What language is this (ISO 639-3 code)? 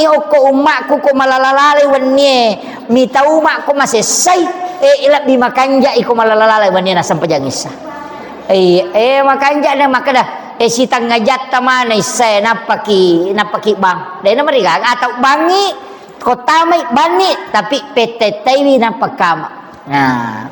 bug